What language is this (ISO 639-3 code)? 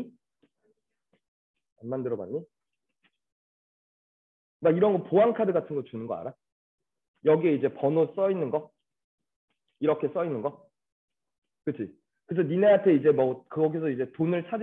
kor